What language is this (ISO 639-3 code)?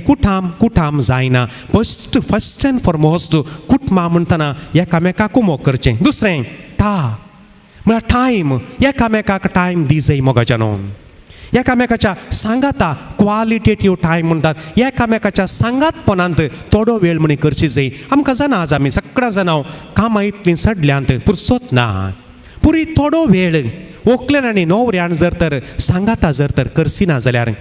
kok